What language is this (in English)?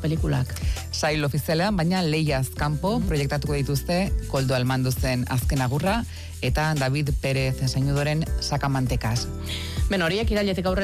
Basque